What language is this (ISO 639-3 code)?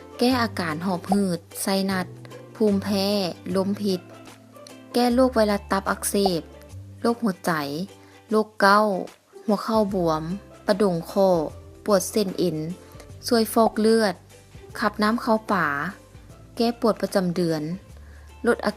lao